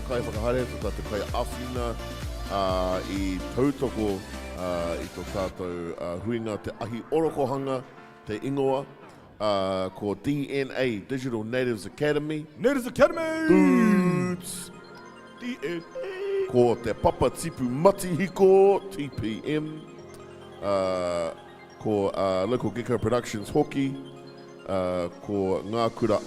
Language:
Māori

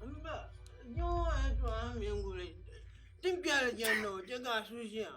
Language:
Dagbani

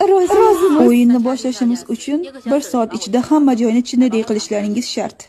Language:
Uzbek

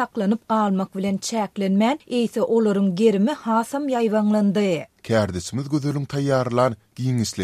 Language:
Turkmen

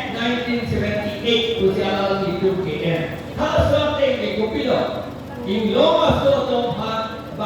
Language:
Karbi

